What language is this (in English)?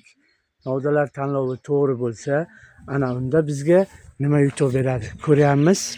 Uzbek